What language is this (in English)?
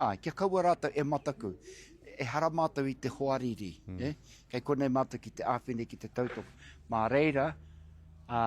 Māori